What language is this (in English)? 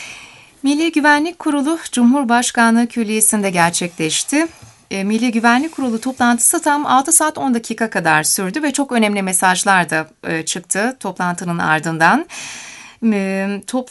Turkish